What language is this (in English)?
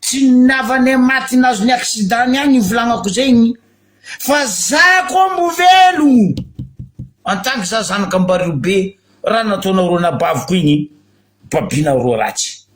Malagasy